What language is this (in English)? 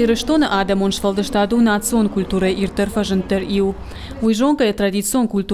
Ossetic